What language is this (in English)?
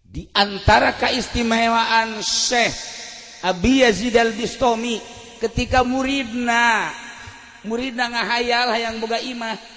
Sundanese